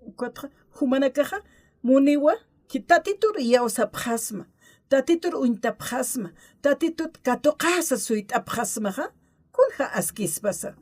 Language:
Aymara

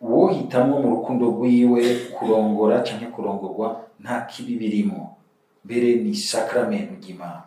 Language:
Rundi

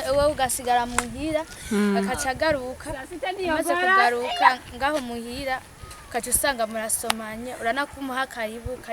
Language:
Rundi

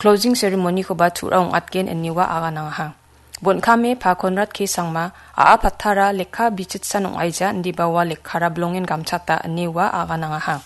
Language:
Garo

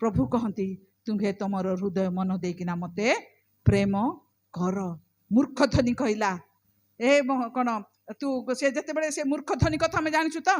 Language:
Odia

